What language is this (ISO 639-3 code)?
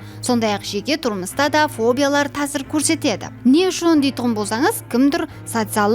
kaa